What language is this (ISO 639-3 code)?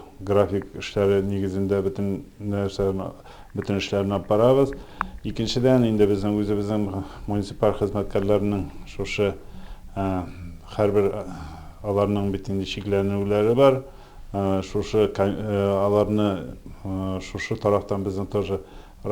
tat